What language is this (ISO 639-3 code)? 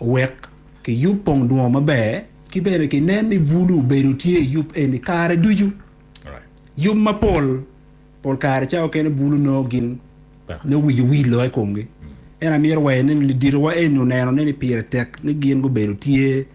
ach